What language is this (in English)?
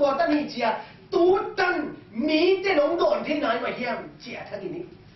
Tedim Chin